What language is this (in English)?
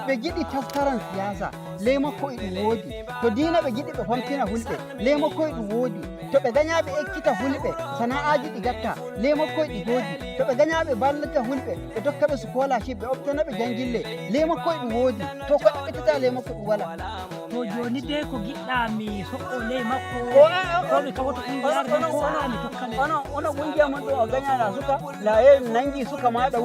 Nigerian Fulfulde